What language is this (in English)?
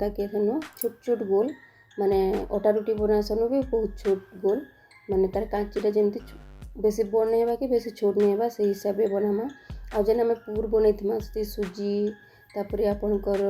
Odia